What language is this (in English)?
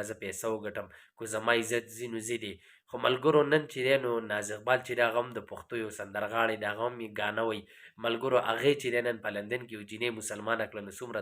Pashto